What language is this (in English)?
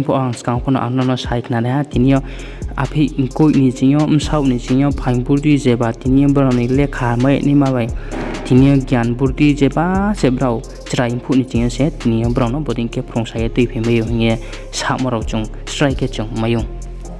Riang (India)